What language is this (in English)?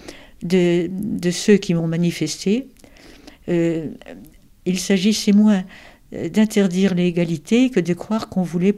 French